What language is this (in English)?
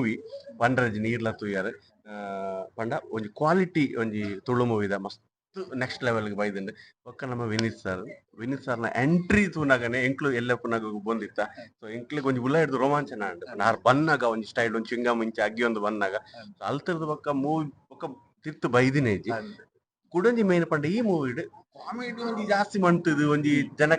Tulu